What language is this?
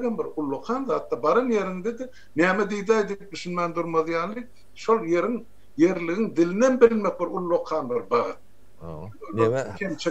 Turkmen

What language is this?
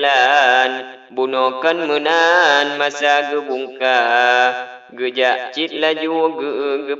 Achinese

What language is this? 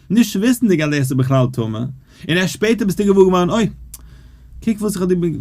Yiddish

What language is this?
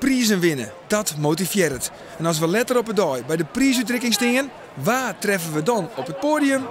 Western Frisian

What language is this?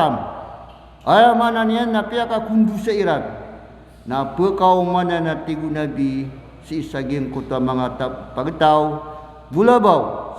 Maranao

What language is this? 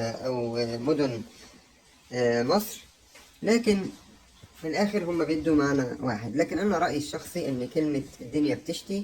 Egyptian Arabic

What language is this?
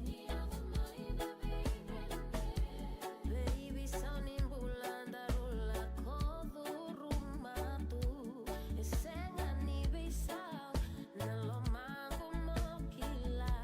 Fijian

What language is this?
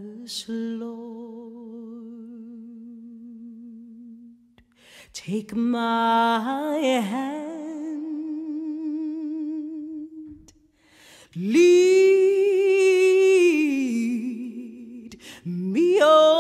English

